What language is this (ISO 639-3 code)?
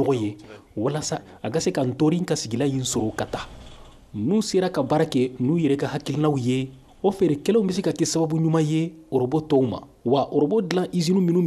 bam